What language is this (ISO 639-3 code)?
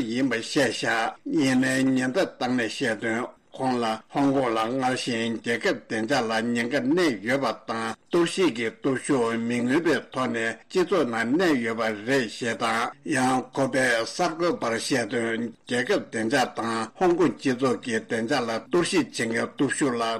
bod